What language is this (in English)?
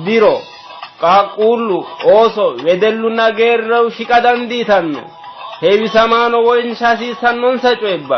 Sidamo